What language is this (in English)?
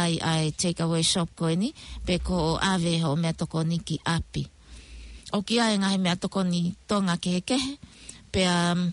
Tongan